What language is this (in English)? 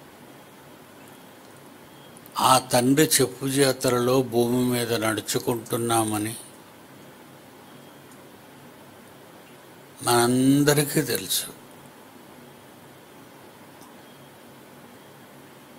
Telugu